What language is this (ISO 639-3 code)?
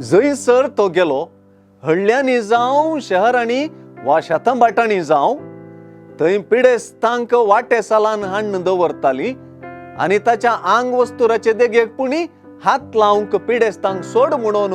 kok